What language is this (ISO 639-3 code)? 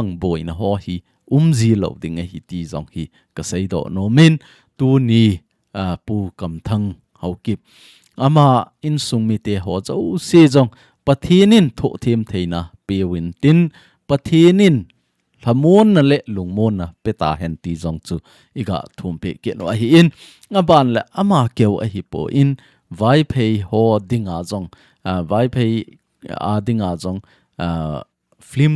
tcz